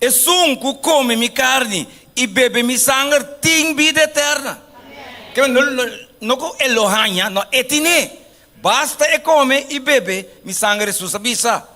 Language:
Papiamento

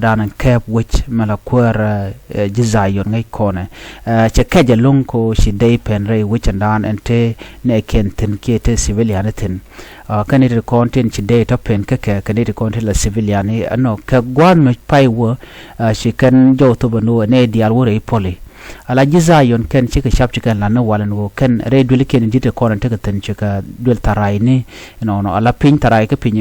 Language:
Nuer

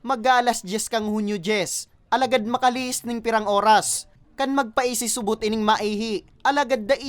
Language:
Bikol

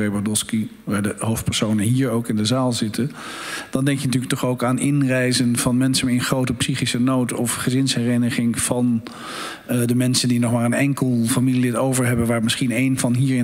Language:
Dutch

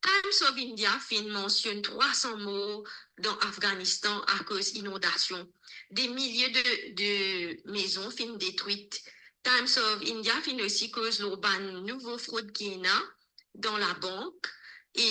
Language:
Morisyen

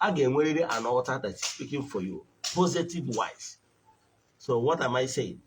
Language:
Igbo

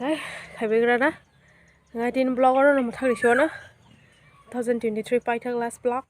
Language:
Kok Borok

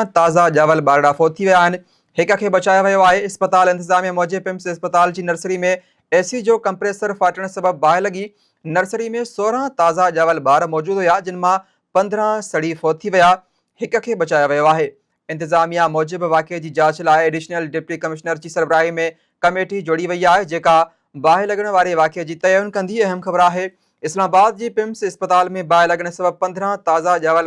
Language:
Sindhi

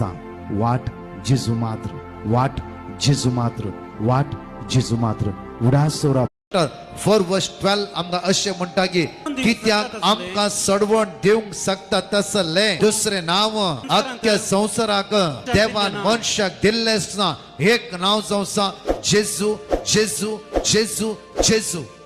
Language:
Konkani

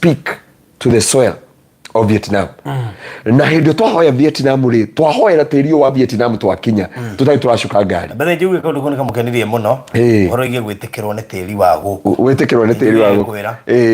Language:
Kikuyu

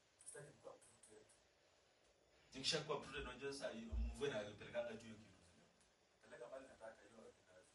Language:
Swahili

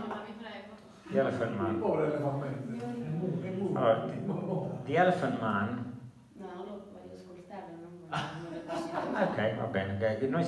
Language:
Italian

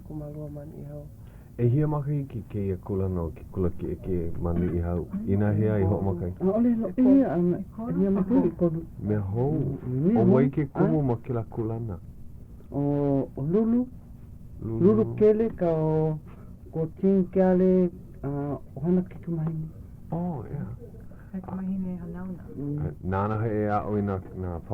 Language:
Hawaiian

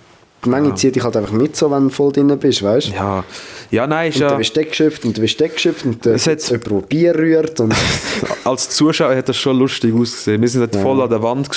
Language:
Swiss German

